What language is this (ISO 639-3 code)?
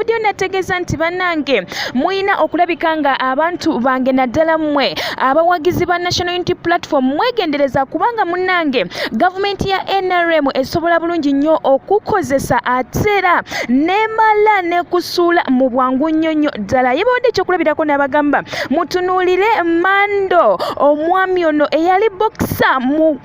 lug